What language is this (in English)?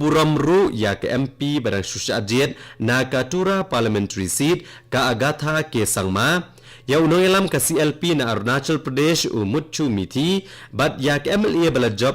Khasi